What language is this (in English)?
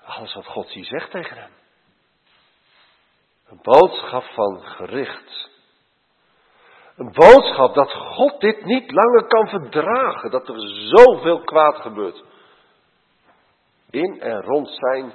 Dutch